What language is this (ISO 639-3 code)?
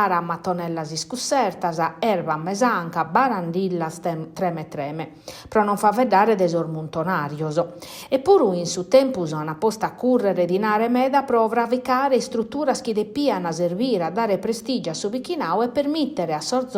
srd